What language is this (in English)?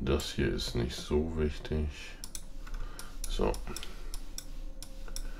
German